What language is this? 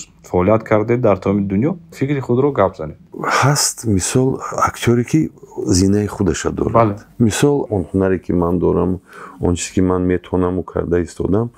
Tajik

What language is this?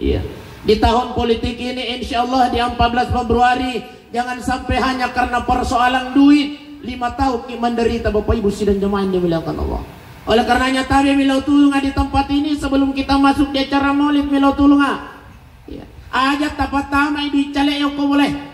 Buginese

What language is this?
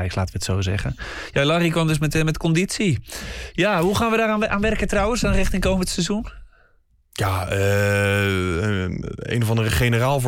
Dutch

